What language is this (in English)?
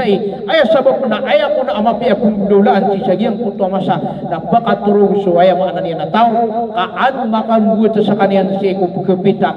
Maranao